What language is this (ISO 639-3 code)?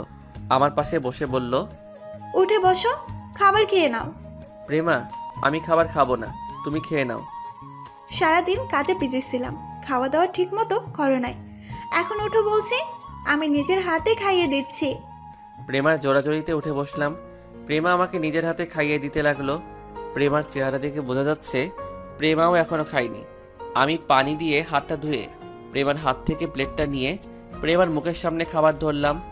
ben